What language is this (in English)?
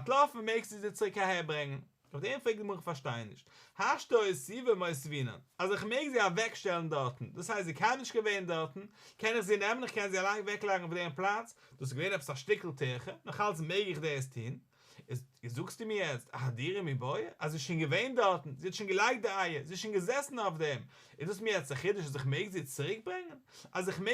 Yiddish